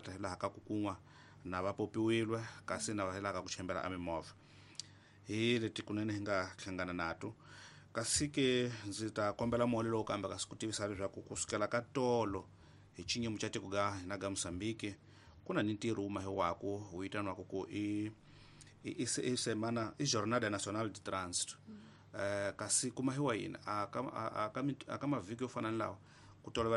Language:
Tsonga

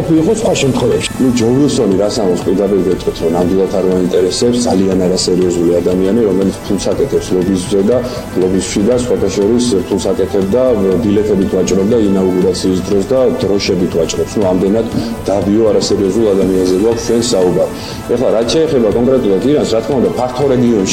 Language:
Georgian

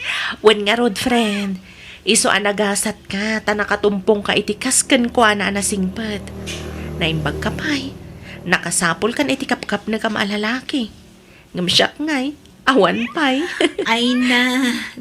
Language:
Iloko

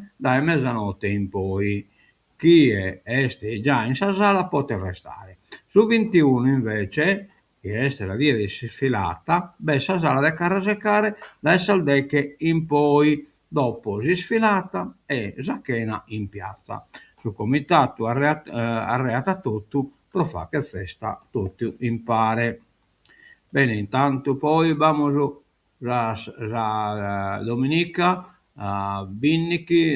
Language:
Sardinian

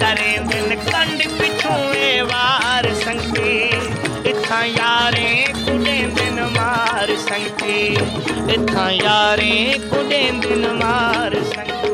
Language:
Saraiki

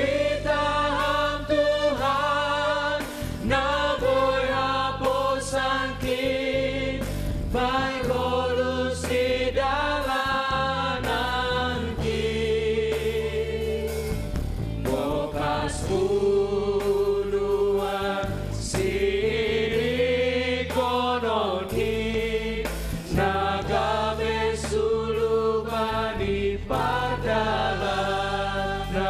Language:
Batak Simalungun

